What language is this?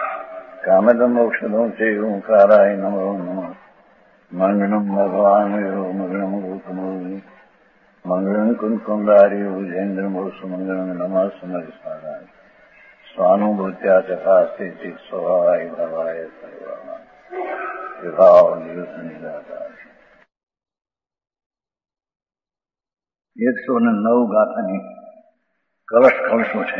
Gujarati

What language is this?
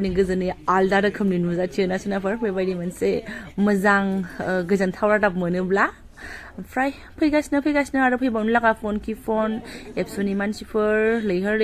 Bodo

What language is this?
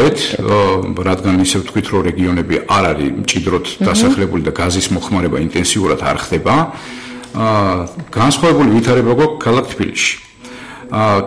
Georgian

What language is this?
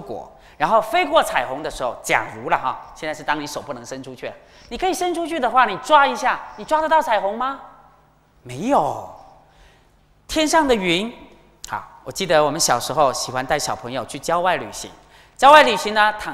Chinese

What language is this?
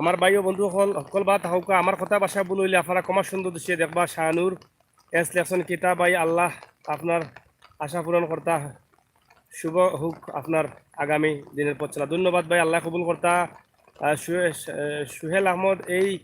Sylheti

